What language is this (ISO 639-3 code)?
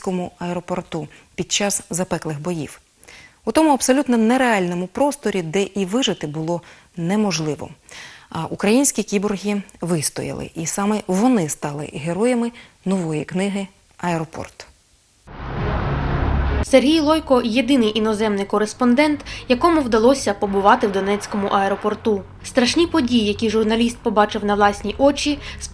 ukr